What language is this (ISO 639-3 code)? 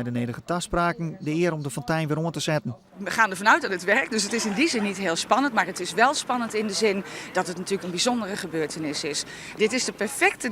fry